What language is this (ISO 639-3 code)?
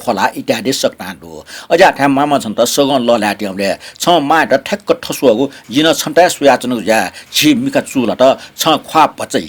new